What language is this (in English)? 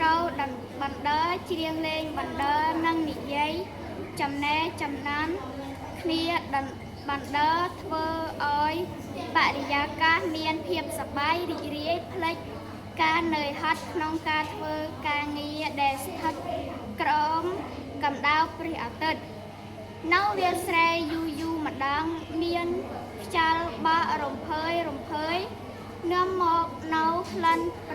Khmer